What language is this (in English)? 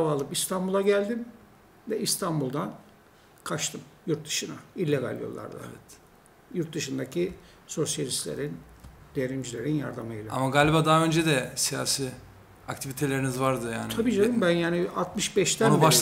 Turkish